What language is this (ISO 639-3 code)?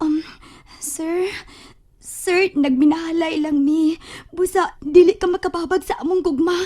ceb